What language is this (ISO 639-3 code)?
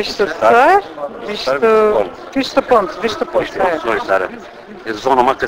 zza